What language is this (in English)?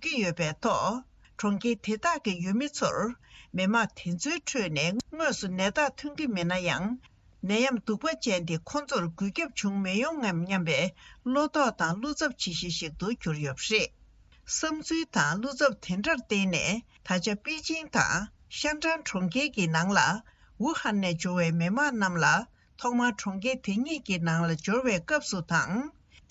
Tibetan